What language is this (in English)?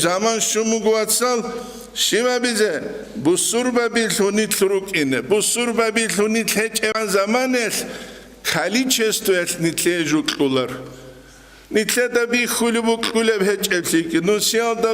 Avaric